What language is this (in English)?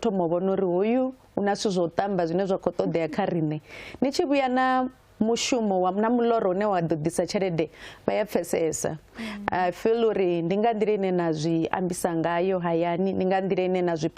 Venda